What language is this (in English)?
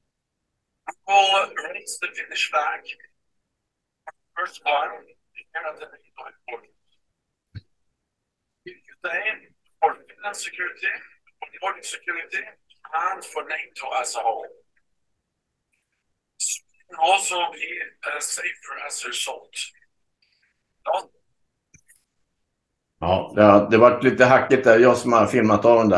Swedish